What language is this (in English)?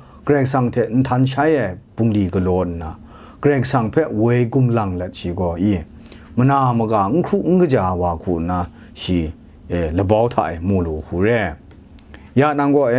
Kachin